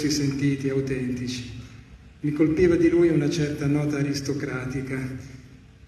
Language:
Italian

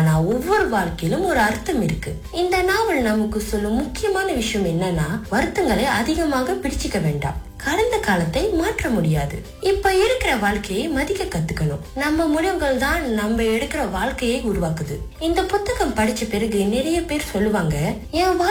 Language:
Tamil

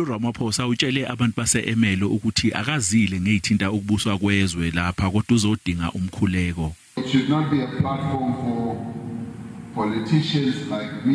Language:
Zulu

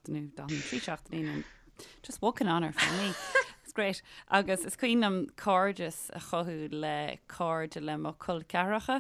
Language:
Irish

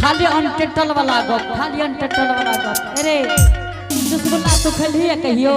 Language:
Angika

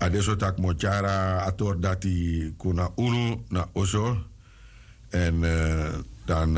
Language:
Sranan Tongo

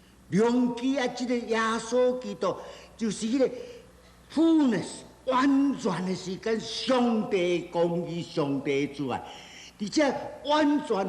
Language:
Min Nan Chinese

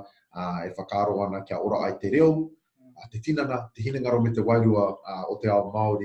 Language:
Māori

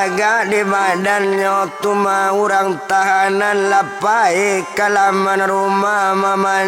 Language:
Minangkabau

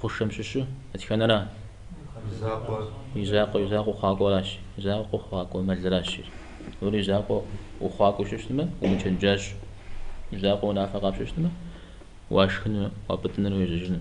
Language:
Kabardian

